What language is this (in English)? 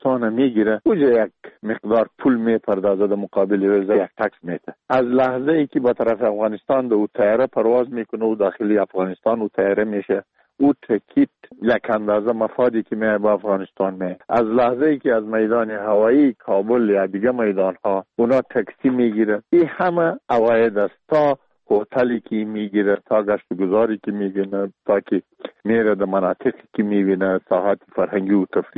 Persian